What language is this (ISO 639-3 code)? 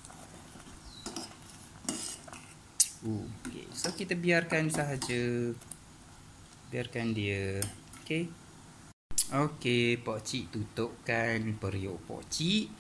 msa